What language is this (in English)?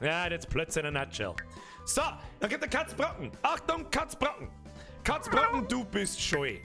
Bavarian